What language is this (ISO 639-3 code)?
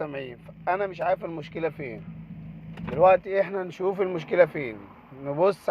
arz